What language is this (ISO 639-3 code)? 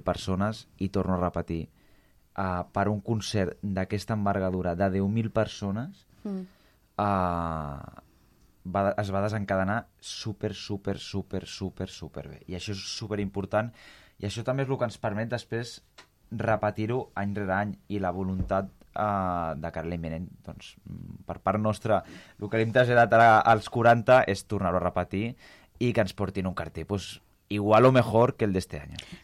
cat